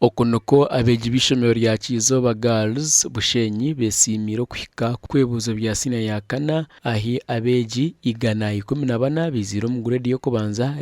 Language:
Nyankole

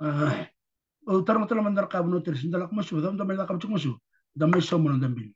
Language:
Fijian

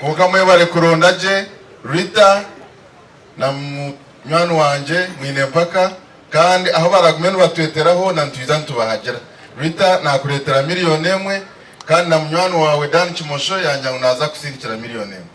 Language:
Nyankole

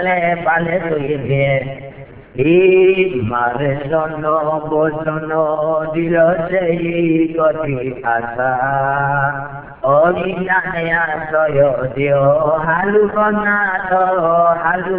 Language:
Burmese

